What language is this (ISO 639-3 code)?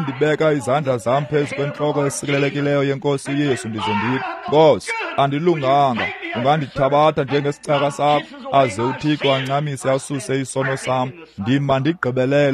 xho